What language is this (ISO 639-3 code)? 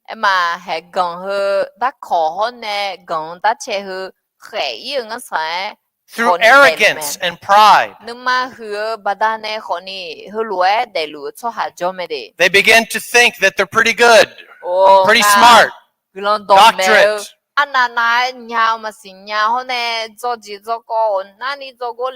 ahk